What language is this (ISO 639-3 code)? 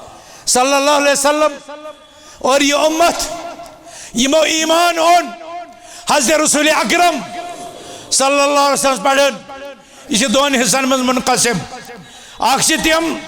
kas